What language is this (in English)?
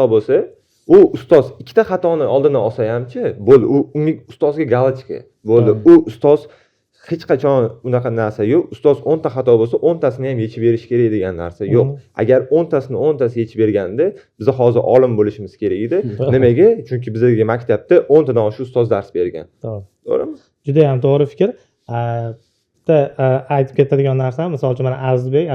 Uzbek